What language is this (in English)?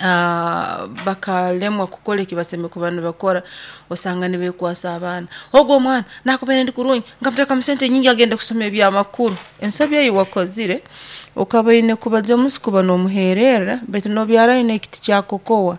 Nyoro